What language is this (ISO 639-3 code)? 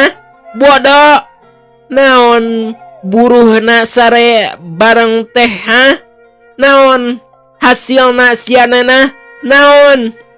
sun